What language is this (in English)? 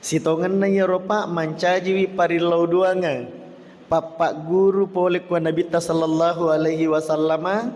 Buginese